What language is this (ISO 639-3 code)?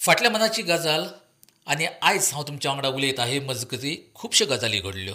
kok